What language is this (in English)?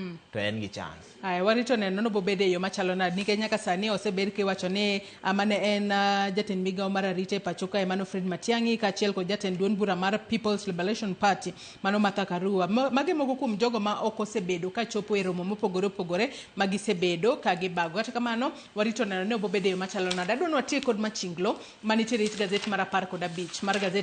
Luo (Kenya and Tanzania)